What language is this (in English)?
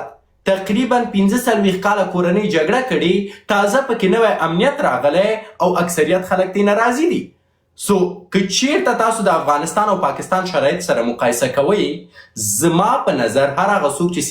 Pashto